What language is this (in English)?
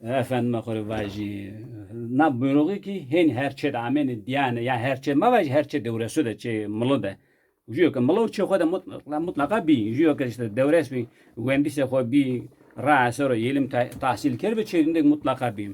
Zaza